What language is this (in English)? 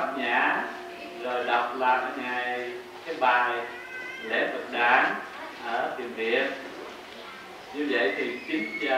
Vietnamese